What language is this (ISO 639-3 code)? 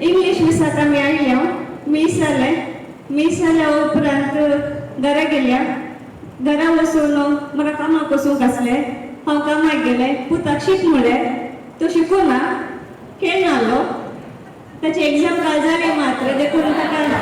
kok